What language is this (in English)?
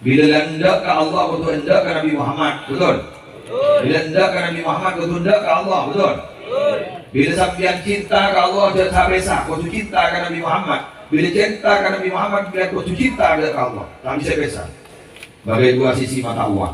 Madurese